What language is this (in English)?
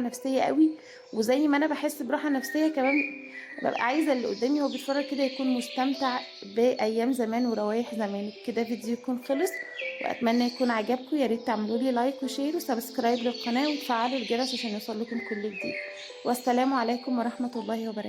Egyptian Arabic